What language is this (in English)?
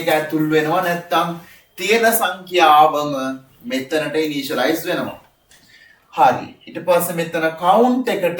Sinhala